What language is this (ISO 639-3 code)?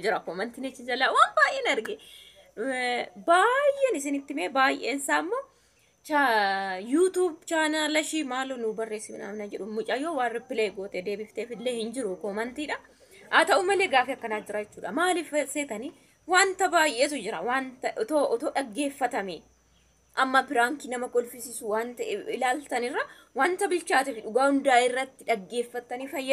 orm